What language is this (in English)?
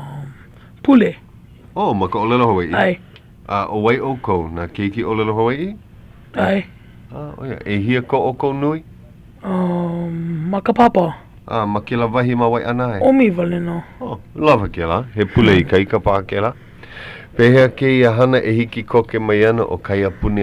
Hawaiian